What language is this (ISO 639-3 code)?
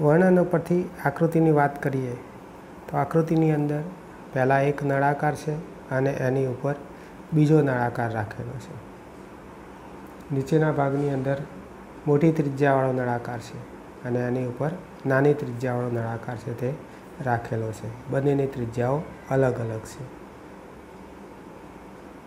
guj